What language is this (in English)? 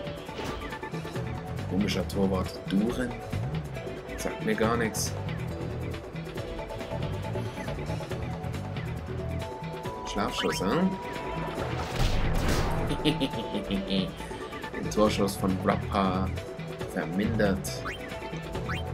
German